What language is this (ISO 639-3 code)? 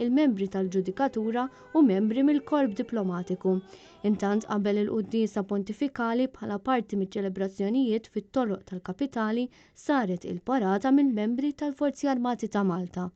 mlt